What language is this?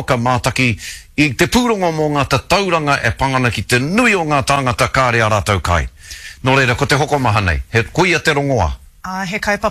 Māori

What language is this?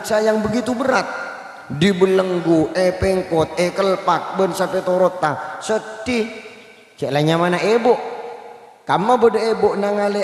Madurese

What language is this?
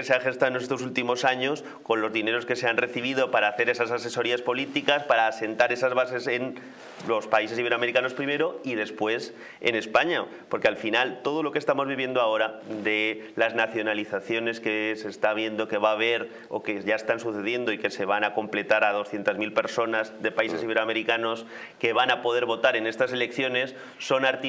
Spanish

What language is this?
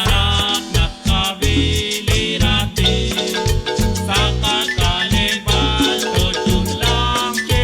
Kekchí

